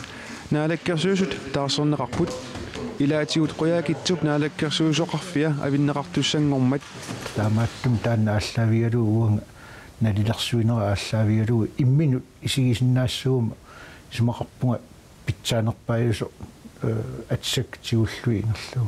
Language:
Kalaallisut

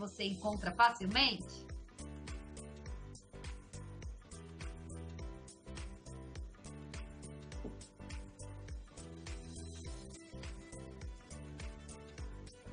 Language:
Portuguese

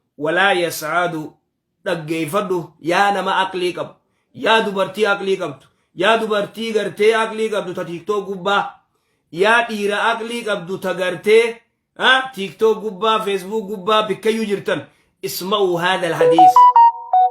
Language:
Oromo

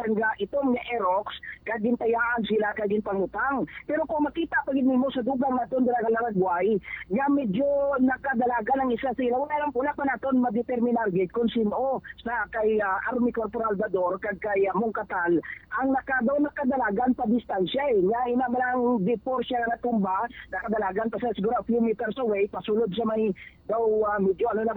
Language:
Hiligaynon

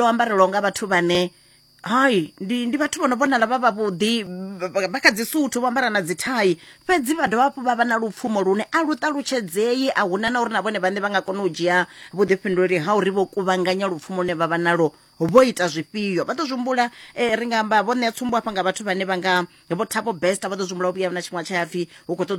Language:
Venda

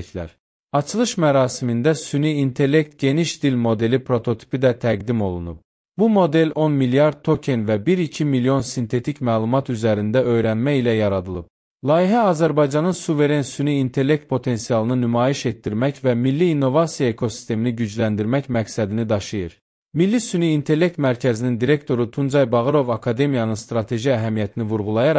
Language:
Azerbaijani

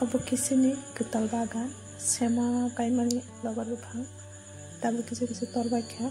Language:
Kok Borok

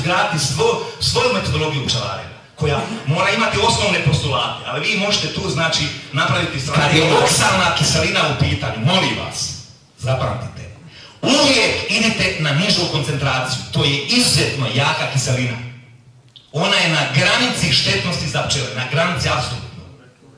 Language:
Croatian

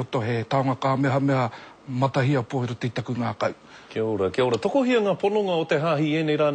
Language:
Māori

